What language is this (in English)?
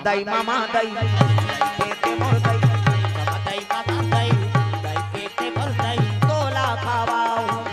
Chhattisgarhi